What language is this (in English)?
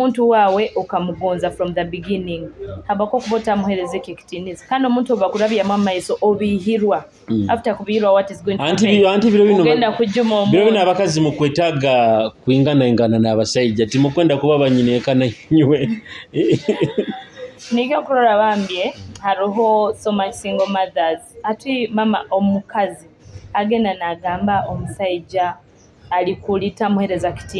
Nyoro